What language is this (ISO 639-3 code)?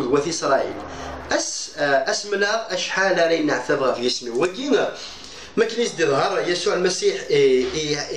kab